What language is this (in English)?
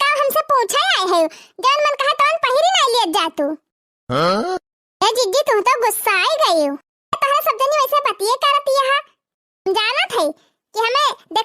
Awadhi